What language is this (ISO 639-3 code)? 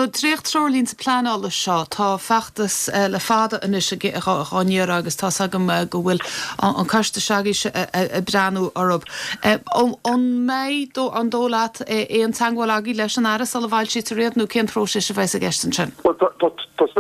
gle